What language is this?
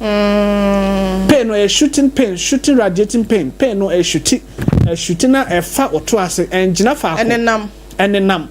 Akan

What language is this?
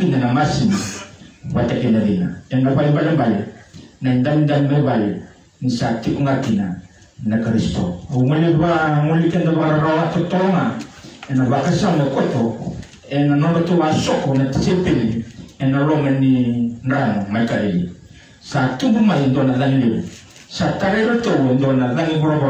Fijian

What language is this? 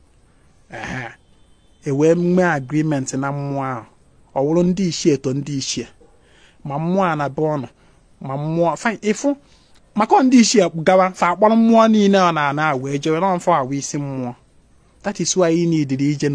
Igbo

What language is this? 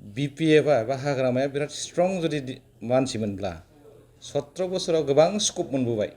Bodo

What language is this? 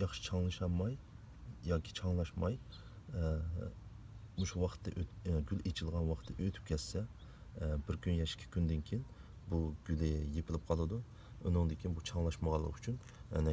Uyghur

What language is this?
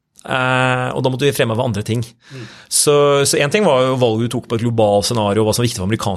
Norwegian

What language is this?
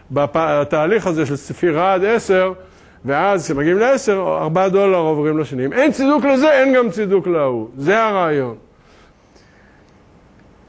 Hebrew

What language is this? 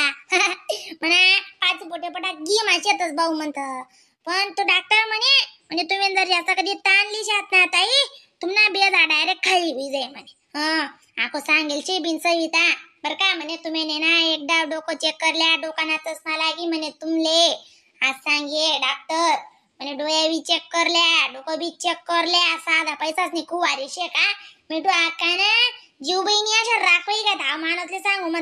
Khandesi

